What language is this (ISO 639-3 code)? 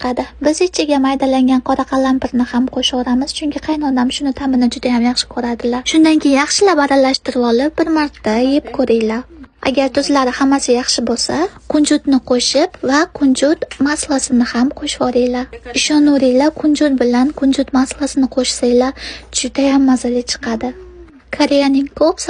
uzb